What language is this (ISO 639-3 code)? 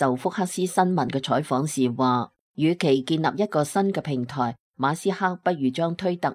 yue